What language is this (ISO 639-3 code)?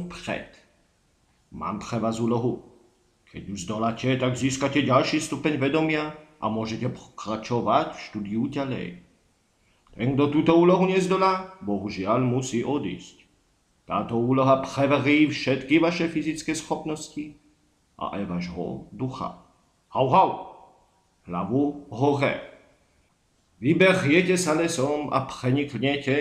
slk